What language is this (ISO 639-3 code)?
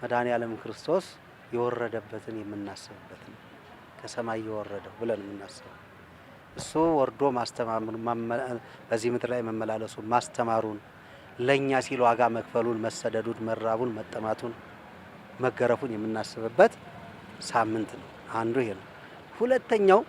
amh